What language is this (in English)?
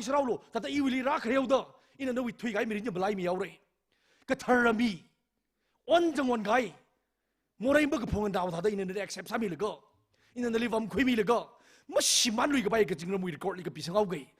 Tangkhul Naga (India)